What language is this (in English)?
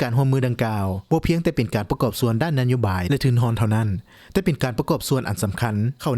Lao